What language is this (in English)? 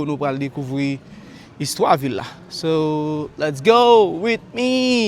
Haitian Creole